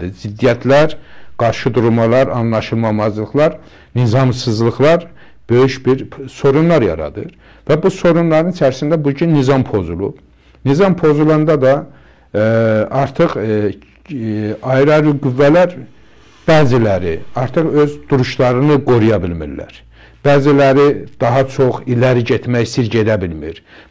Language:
Azerbaijani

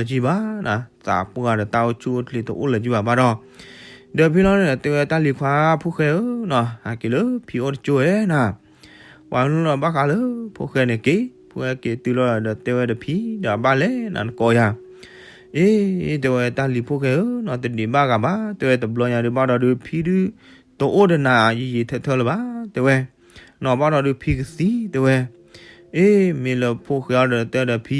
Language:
S'gaw Karen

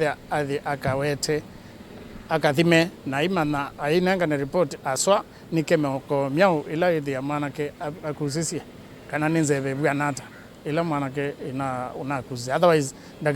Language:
Kamba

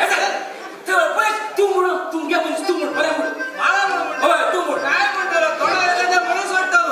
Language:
Konkani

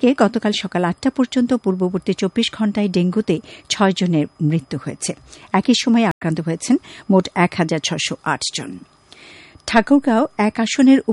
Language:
Bangla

